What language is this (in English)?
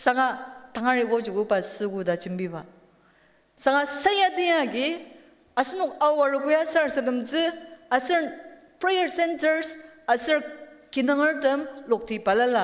Ao Naga